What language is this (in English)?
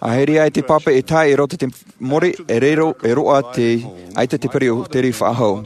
Tahitian